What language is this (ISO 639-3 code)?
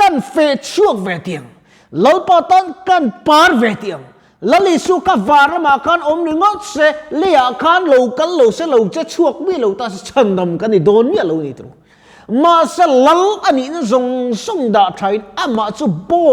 lus